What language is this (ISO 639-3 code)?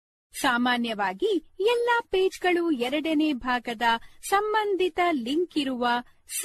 kan